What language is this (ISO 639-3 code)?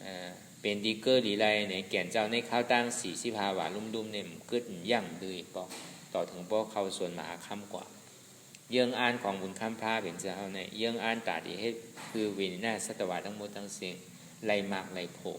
shn